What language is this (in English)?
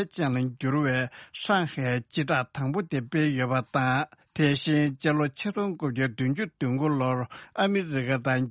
Tibetan